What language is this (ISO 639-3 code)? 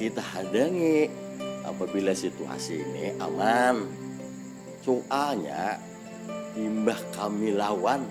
bjn